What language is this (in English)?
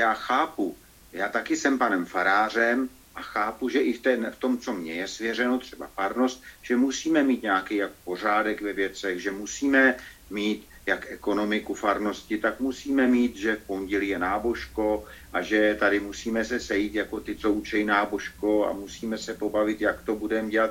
Czech